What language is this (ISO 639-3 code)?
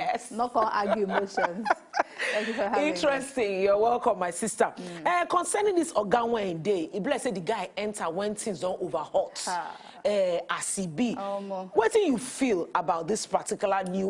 pcm